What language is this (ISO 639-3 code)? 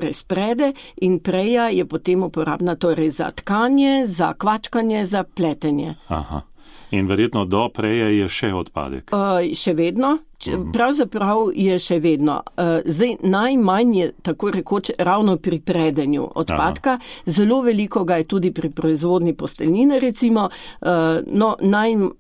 slv